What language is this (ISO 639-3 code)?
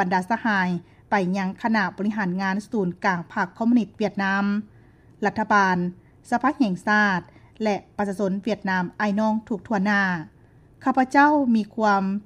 lao